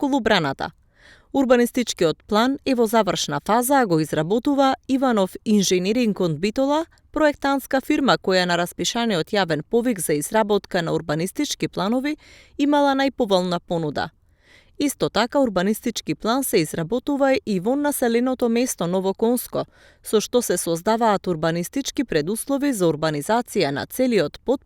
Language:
Macedonian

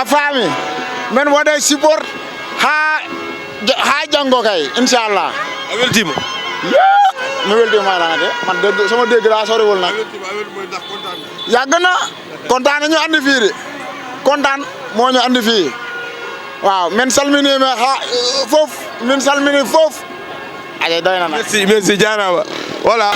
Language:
Fula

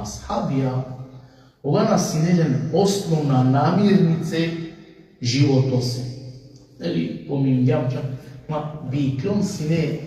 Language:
Balkan Romani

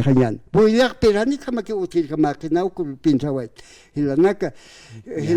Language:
Aymara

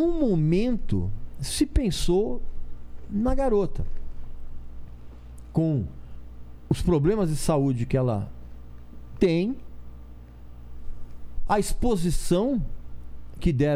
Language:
Portuguese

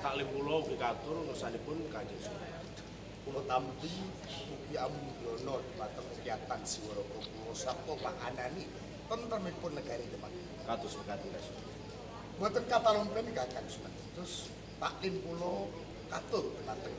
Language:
Javanese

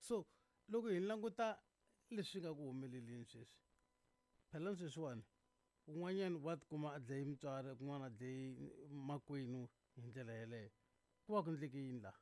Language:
Tsonga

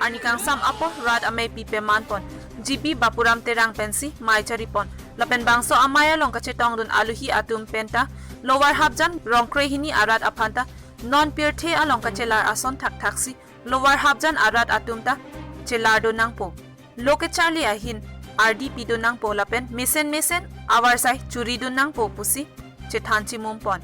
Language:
Karbi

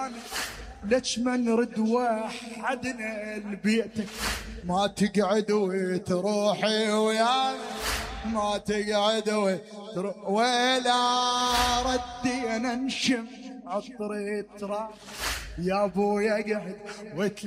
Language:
Mesopotamian Arabic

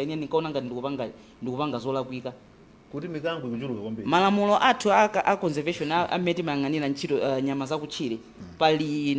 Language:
Nyanja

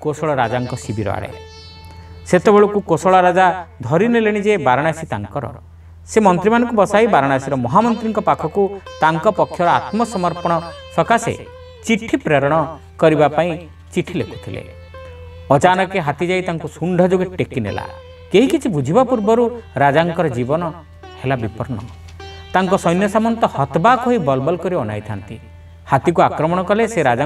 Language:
Odia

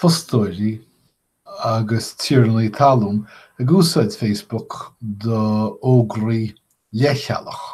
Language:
Irish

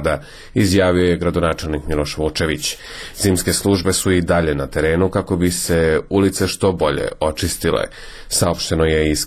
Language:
Serbian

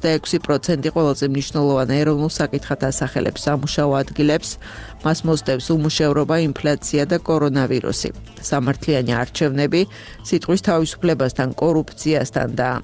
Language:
Georgian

